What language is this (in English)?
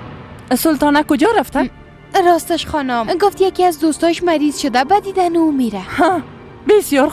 Persian